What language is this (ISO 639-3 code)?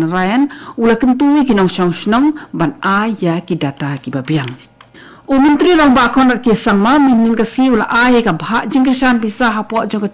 kha